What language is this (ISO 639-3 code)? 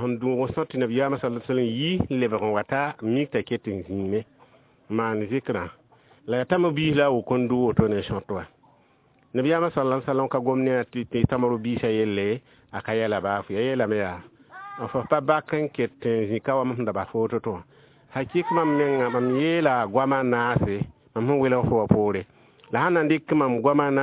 mos